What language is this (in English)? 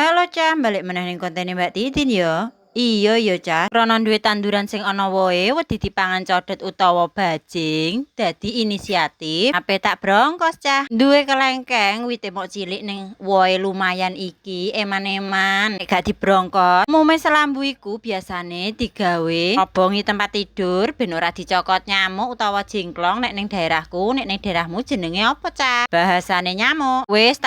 Javanese